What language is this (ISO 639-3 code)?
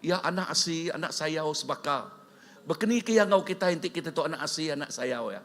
iba